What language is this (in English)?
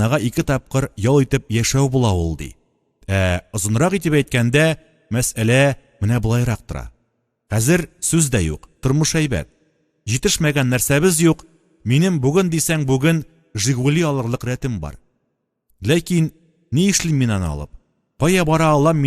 Tatar